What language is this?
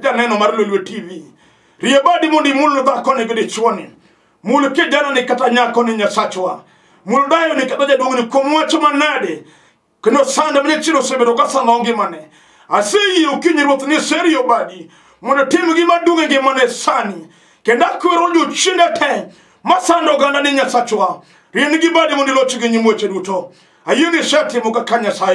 Luo (Kenya and Tanzania)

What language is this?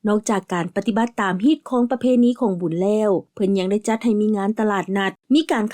Lao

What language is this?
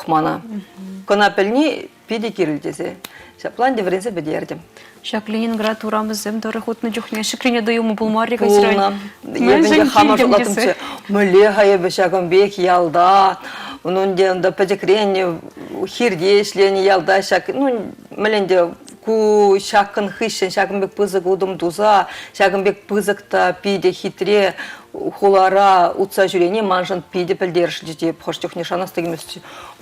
Chuvash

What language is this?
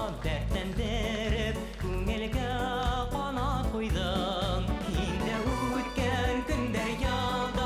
Bashkir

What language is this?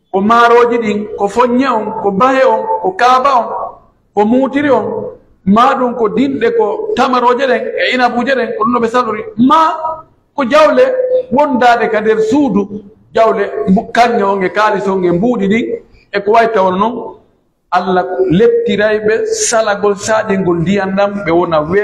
Pular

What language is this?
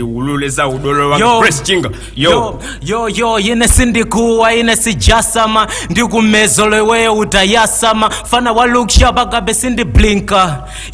Nyanja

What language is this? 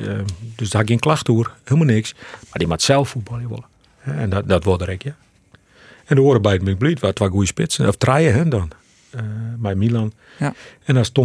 Western Frisian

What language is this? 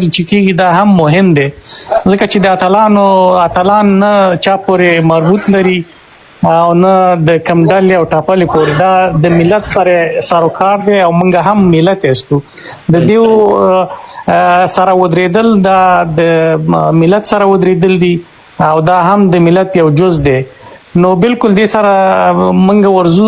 Pashto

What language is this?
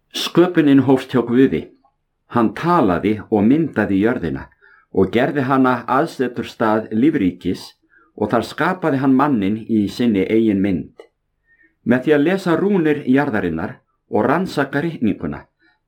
Icelandic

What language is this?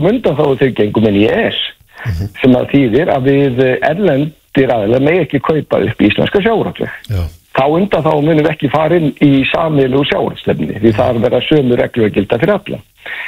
Icelandic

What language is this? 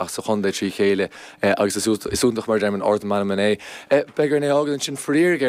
Irish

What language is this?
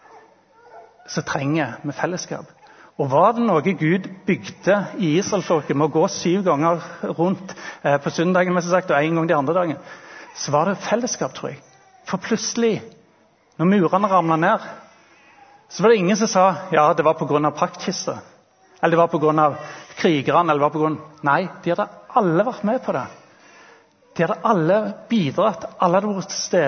Norwegian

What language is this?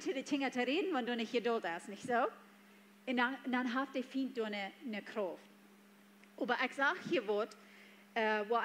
Plautdietsch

